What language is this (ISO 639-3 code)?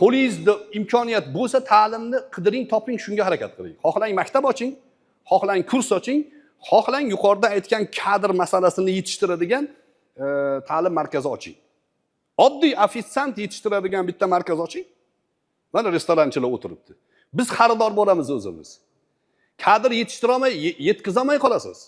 uzb